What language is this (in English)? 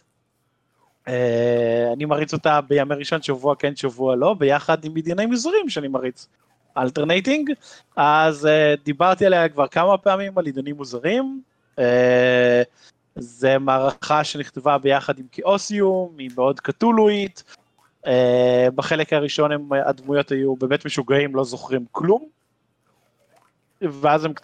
Hebrew